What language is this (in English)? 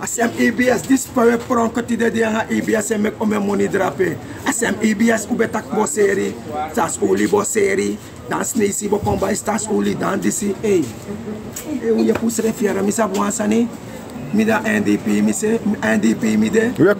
Sranan Tongo